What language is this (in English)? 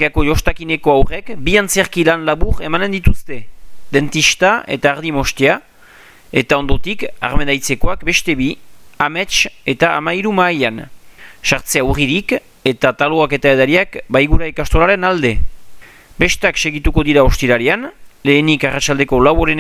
Basque